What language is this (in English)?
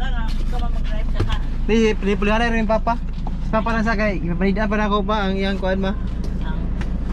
Cebuano